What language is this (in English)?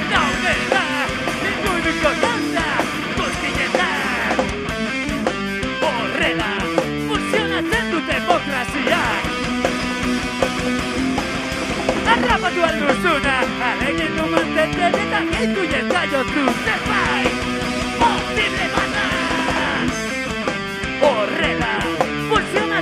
Basque